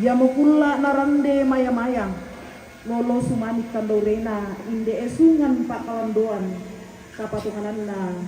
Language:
Toraja-Sa'dan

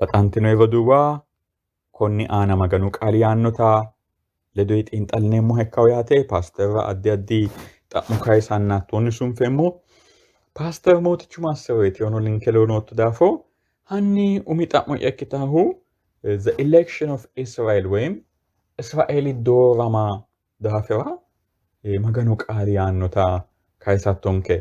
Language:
Sidamo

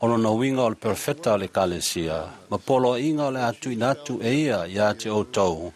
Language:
Samoan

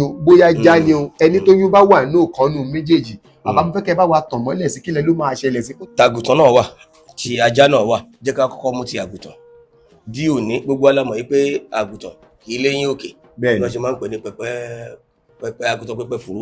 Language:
Yoruba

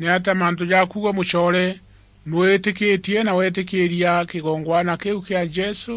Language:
Meru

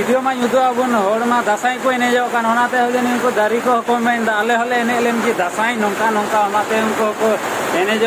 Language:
Santali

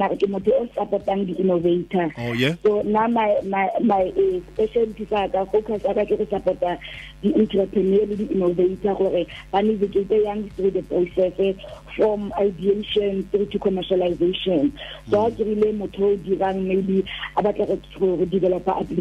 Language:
Tswana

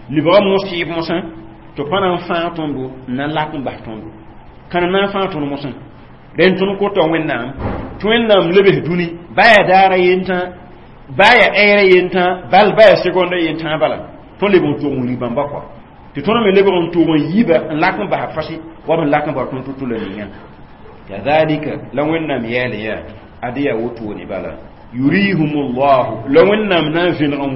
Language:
Mossi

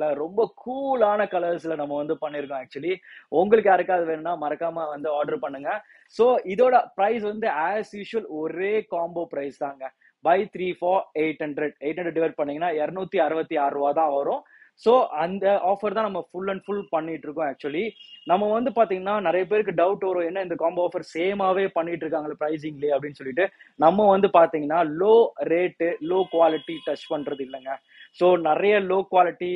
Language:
Tamil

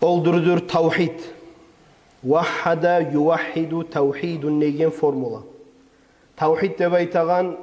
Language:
Kumyk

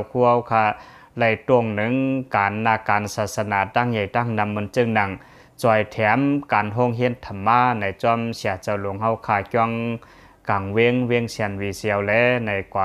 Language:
Shan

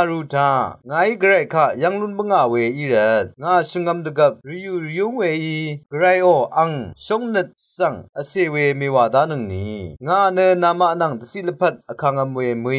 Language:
Rawang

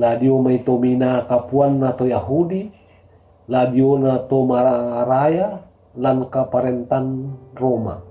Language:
Toraja-Sa'dan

